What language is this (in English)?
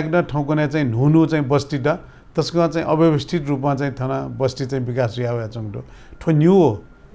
Newari